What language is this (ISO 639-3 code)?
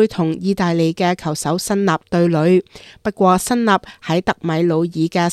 yue